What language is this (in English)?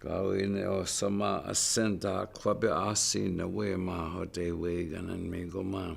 Chippewa